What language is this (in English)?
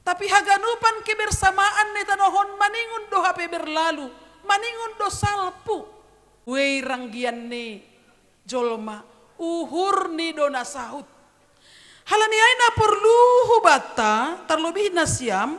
Batak Simalungun